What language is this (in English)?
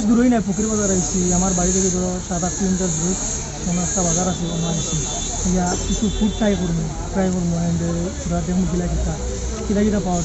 Sylheti